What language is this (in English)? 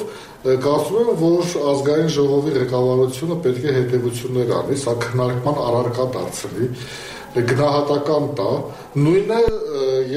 Armenian